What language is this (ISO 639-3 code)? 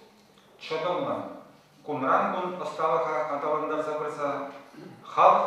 chv